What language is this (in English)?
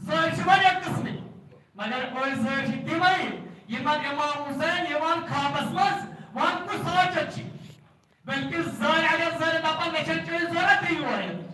Kashmiri